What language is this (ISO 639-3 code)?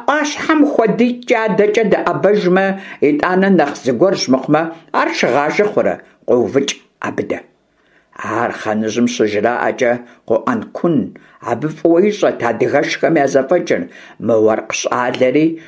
kbd